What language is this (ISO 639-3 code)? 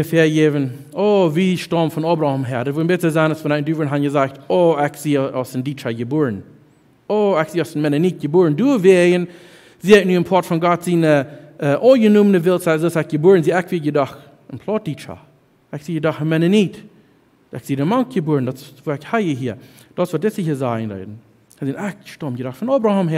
pdt